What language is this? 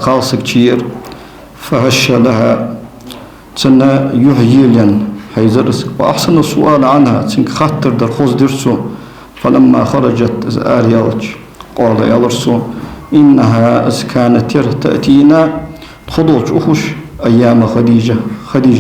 Ingush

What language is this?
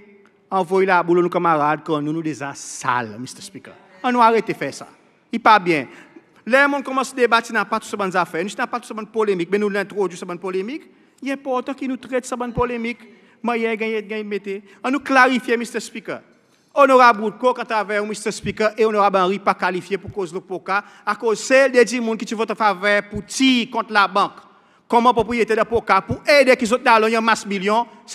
Seselwa Creole French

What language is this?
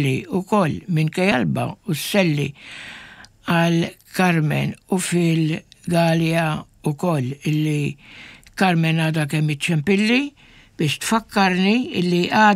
Maltese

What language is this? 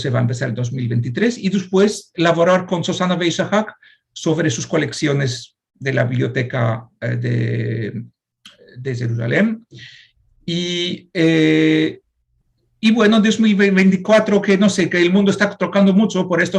Ladino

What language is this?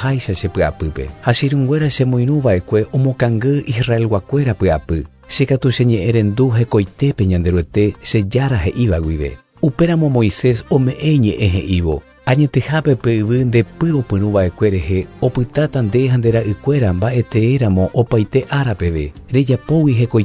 Guarani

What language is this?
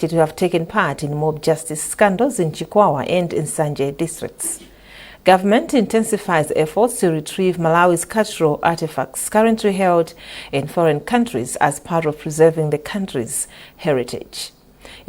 English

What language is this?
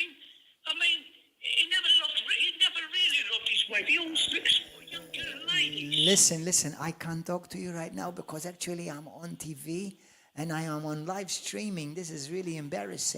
English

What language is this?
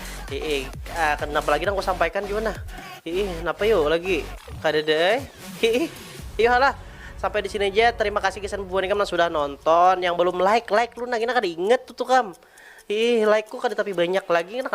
Banjar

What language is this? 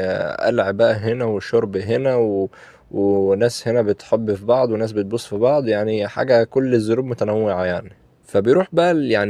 Egyptian Arabic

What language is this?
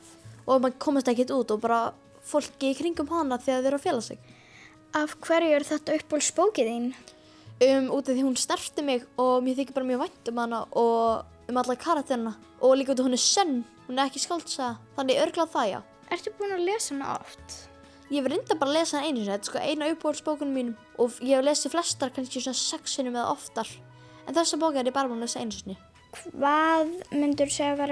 Icelandic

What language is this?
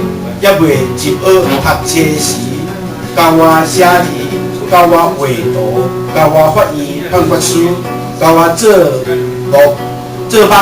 Min Nan Chinese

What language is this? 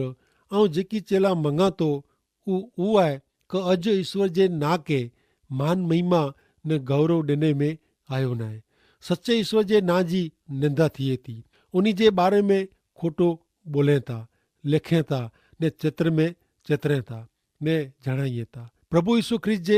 Kachhi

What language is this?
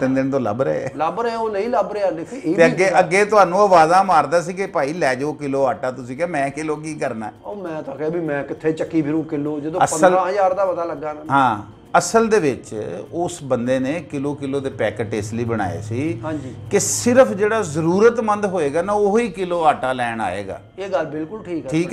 Punjabi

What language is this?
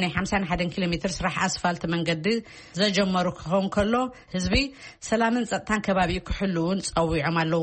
Tigrinya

